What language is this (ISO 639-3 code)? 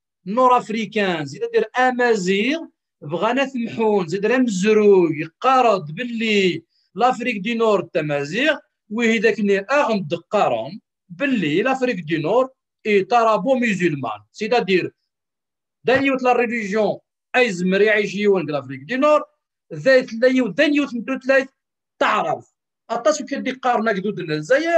kab